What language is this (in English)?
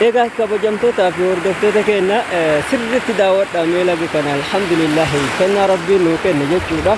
Oromo